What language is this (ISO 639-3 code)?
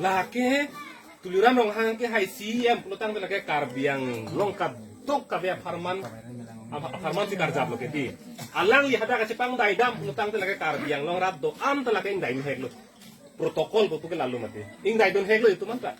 mjw